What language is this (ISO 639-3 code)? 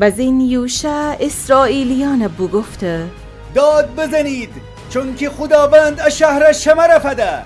glk